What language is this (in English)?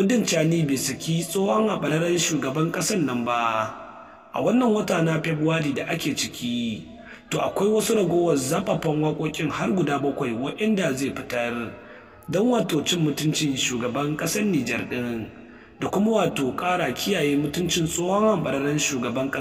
Hausa